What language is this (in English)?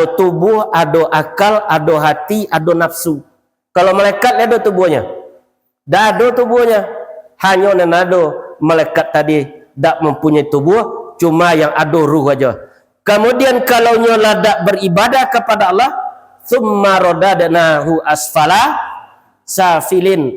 Minangkabau